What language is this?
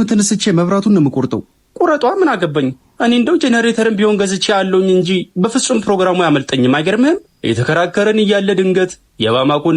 Amharic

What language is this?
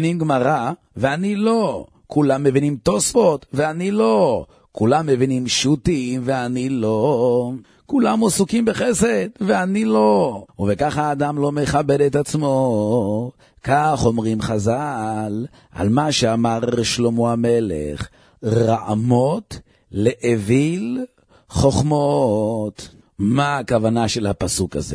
Hebrew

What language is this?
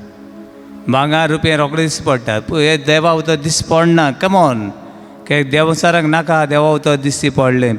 Konkani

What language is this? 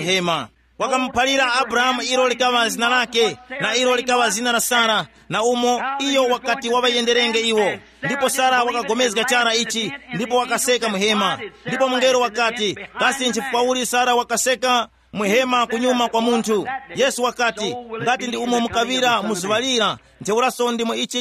Tumbuka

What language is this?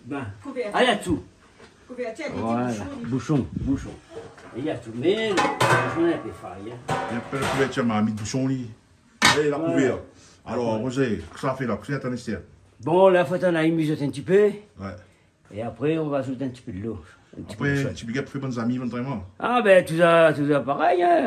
Réunion Creole French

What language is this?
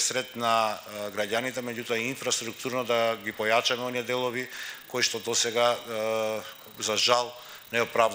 Macedonian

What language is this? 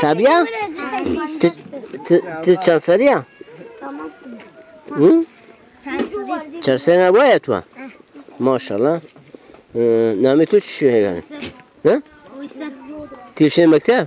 Zaza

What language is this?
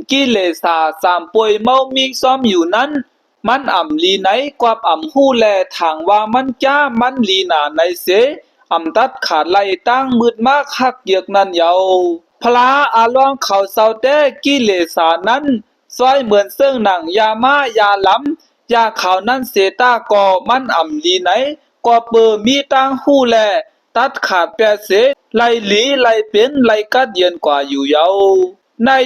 Shan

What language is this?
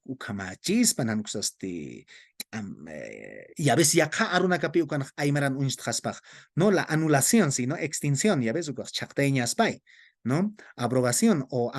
Aymara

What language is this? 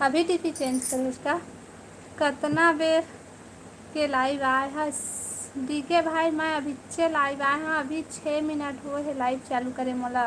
Chhattisgarhi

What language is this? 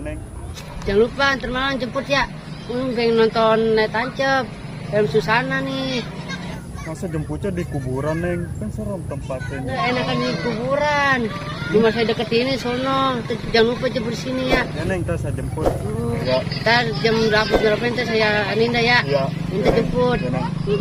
Betawi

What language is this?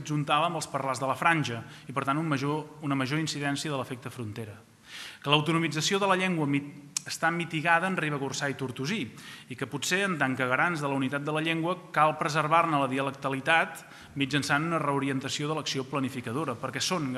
Catalan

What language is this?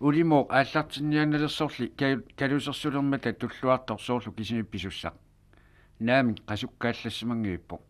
Kalaallisut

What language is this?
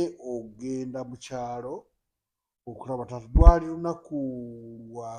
Ganda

